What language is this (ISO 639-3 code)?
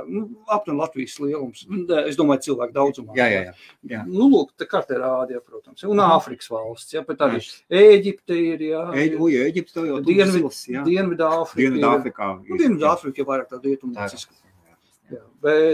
lav